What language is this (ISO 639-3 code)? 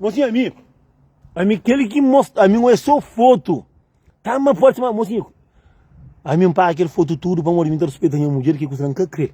kea